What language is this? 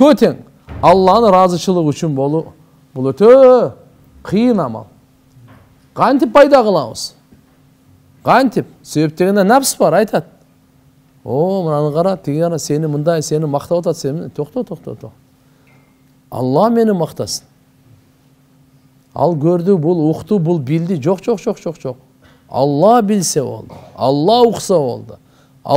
Kyrgyz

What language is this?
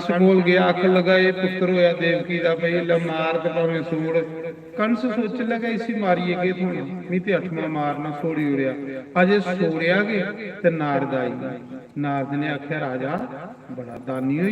Dogri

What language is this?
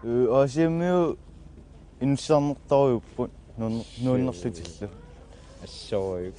Kalaallisut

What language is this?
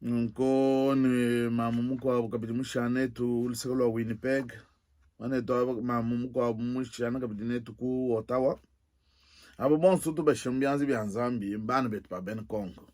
Luba-Lulua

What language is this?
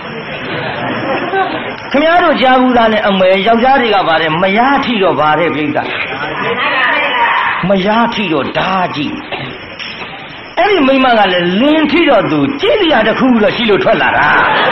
Burmese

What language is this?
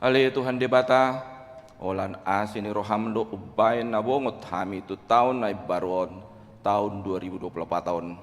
Batak Toba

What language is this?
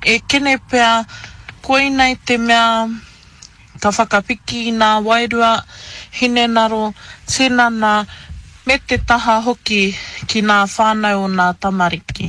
Māori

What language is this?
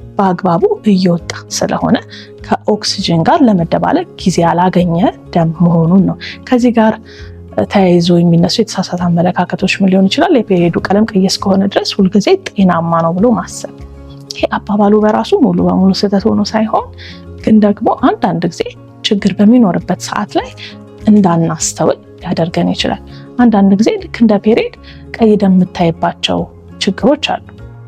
Amharic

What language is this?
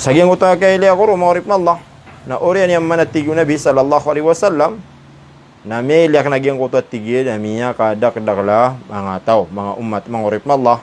Maranao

